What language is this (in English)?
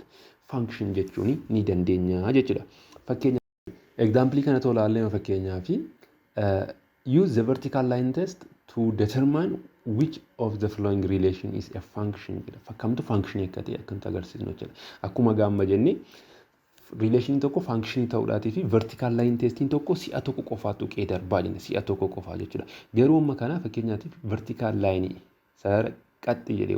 Oromo